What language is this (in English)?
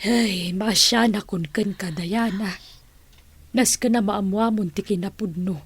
Iloko